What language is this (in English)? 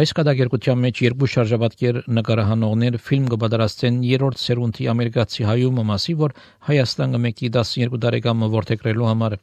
Armenian